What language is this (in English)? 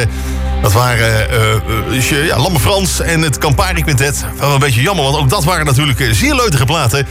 Dutch